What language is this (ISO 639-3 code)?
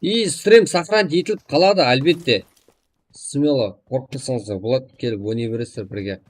kaa